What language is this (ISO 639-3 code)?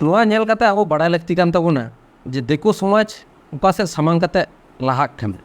sat